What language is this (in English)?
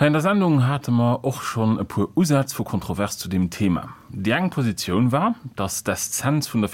Luxembourgish